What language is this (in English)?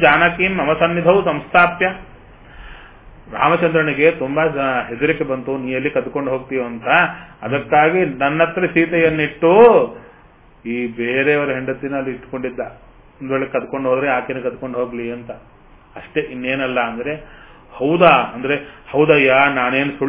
Kannada